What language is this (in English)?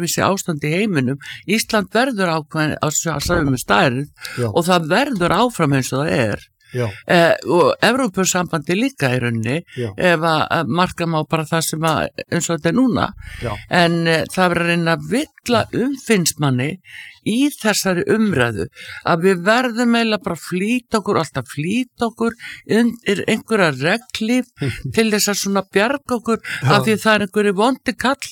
Icelandic